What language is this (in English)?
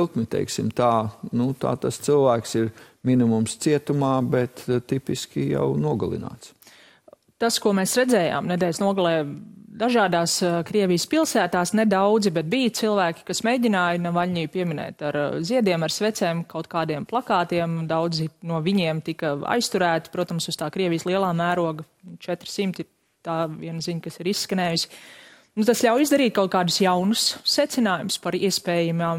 Latvian